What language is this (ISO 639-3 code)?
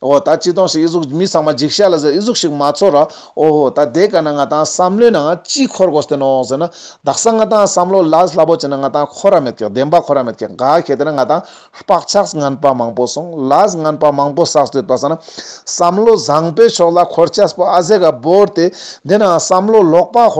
lbj